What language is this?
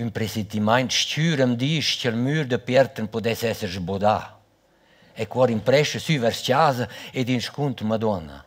Romansh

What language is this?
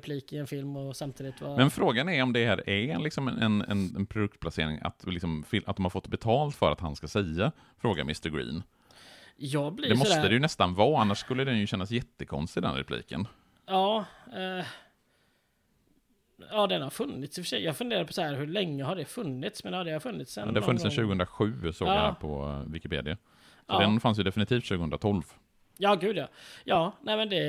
Swedish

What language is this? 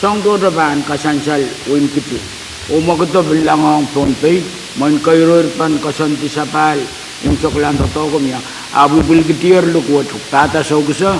Pohnpeian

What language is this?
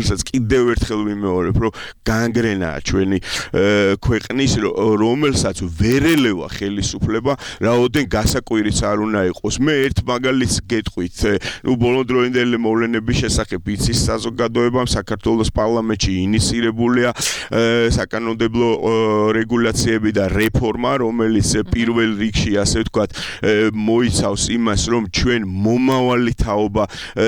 Georgian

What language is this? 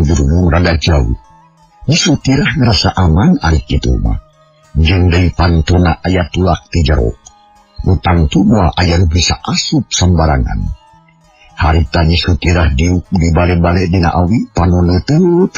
Sundanese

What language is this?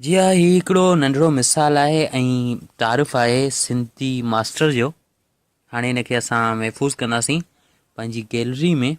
Sindhi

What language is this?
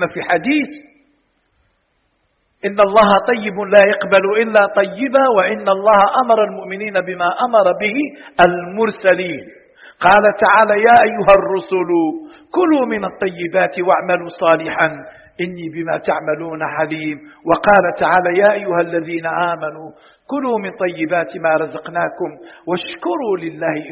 Arabic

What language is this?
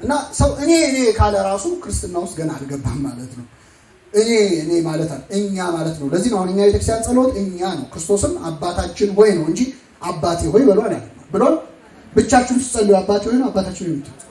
Amharic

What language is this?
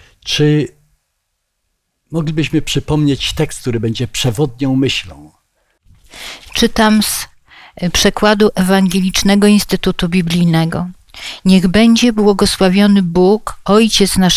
Polish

